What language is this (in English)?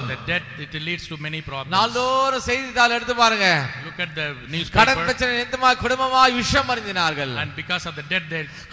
Tamil